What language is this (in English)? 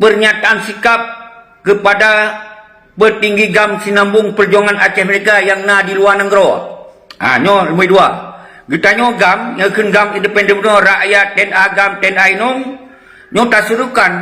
Achinese